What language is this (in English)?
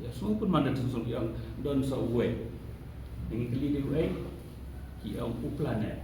Khasi